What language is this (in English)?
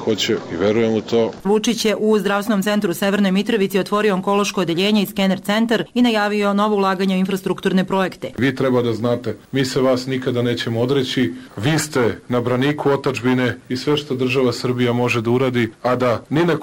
Serbian